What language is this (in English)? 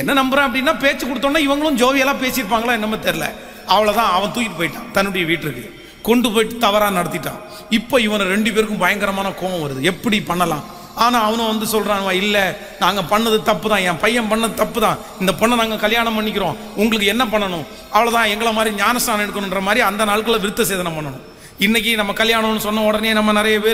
Tamil